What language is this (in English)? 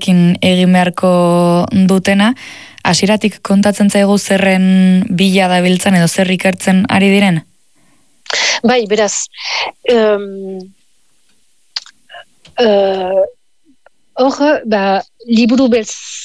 Basque